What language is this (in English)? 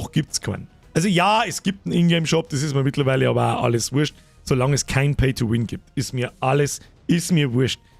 Bavarian